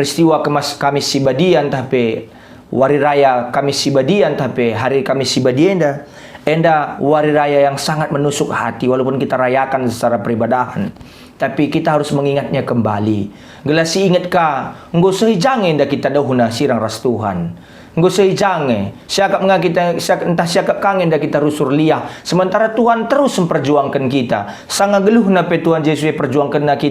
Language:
Batak Karo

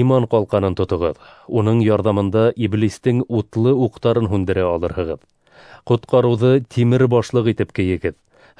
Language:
Bashkir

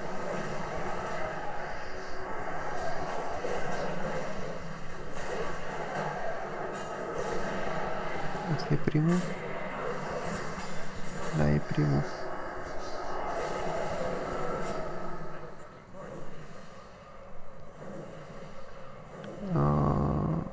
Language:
Romanian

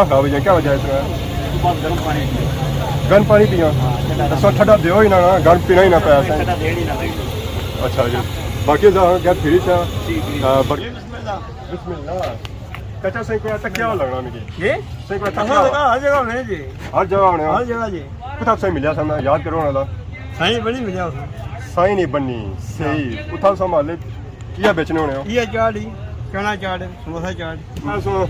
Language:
Pahari-Potwari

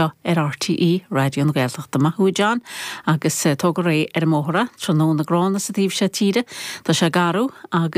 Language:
Irish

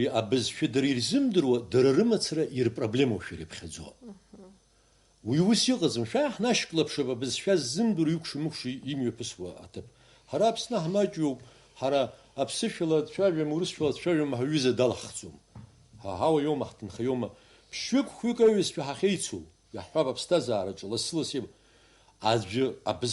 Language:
Abkhazian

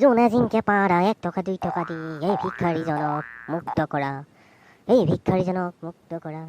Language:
Assamese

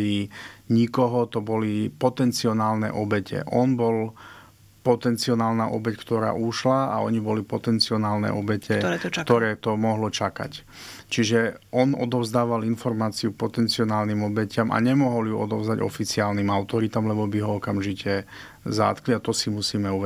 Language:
Slovak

